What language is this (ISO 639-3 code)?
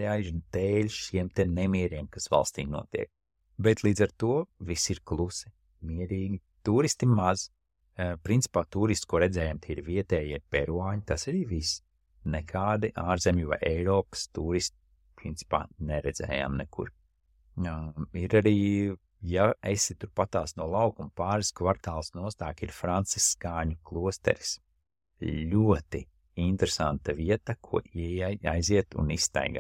lav